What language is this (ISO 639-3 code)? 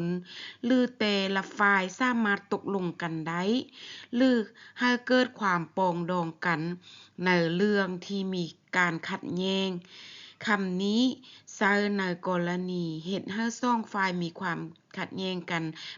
lao